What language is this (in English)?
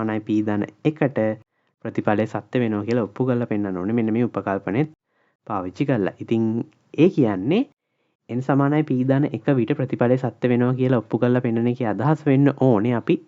Sinhala